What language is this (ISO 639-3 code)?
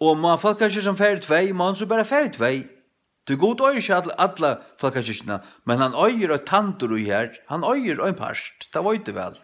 fao